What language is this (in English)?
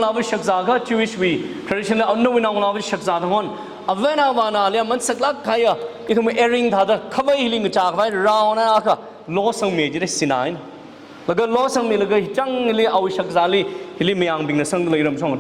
Tangkhul Naga (India)